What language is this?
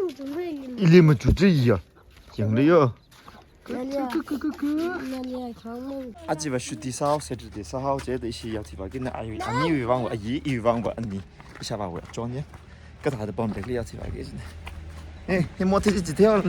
Tangkhul Naga (India)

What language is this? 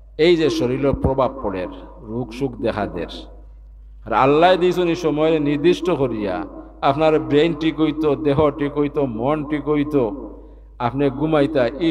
Sylheti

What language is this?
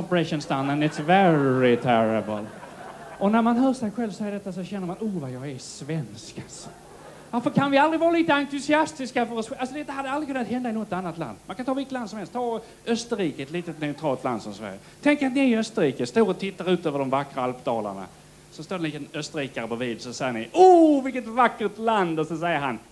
Swedish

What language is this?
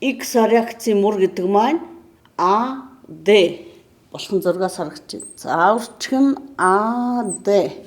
Mongolian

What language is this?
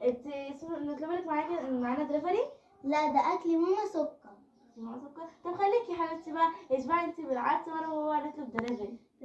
Egyptian Arabic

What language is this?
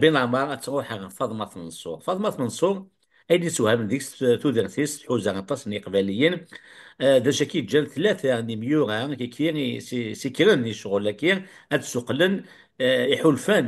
Kabyle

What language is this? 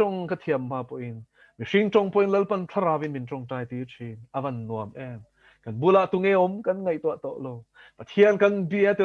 Mizo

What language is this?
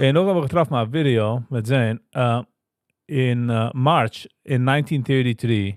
Yiddish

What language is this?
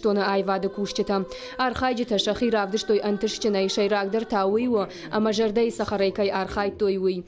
Ossetic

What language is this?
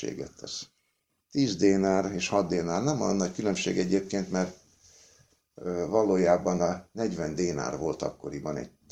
Hungarian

